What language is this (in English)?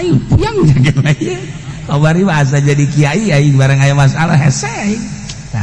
Sundanese